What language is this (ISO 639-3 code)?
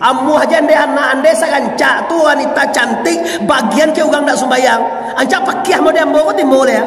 min